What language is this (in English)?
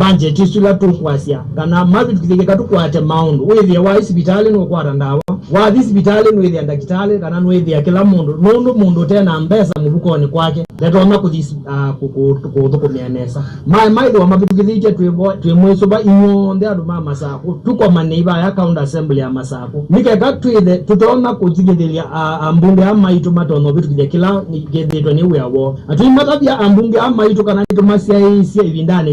Kamba